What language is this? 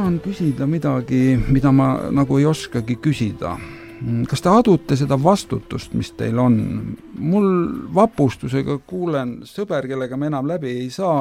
Estonian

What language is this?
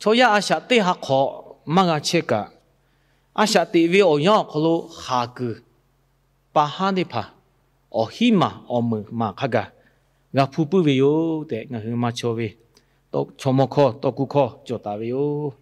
Lahu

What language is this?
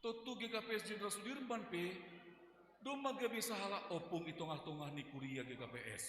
Batak Simalungun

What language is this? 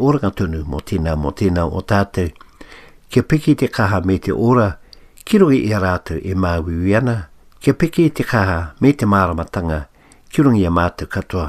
Māori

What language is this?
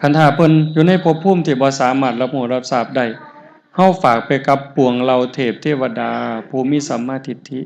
Northeastern Thai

